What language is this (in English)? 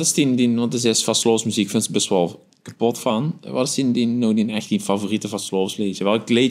Limburgish